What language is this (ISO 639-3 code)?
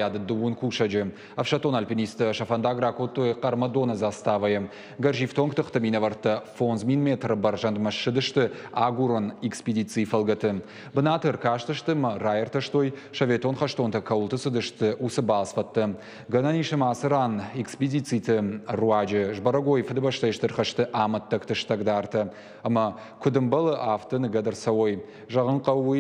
oss